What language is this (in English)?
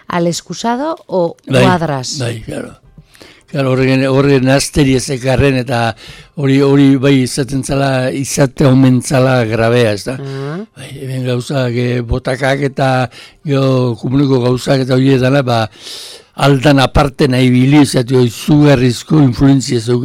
Basque